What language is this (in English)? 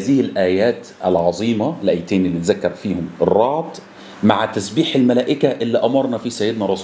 Egyptian Arabic